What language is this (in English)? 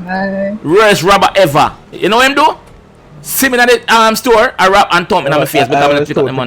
Jamaican Creole English